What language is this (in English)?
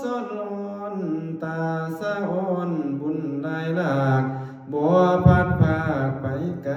Lao